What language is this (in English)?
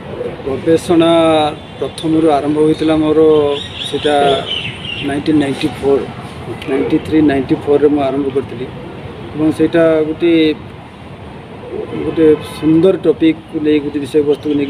Odia